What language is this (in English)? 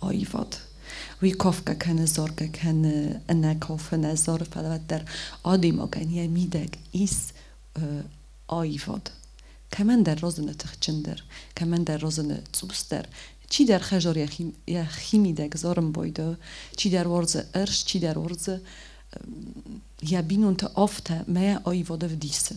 Ossetic